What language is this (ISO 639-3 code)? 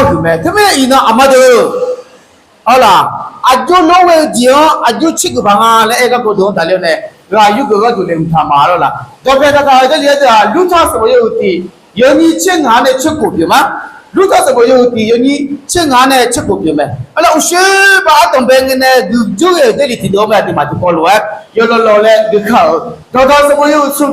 ahk